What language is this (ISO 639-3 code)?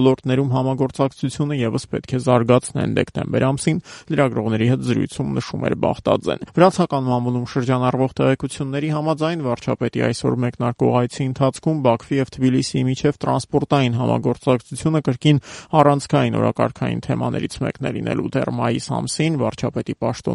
hye